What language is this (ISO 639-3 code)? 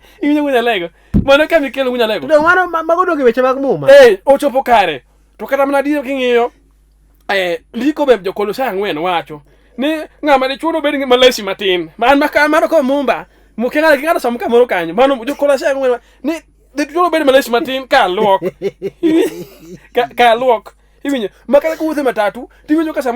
luo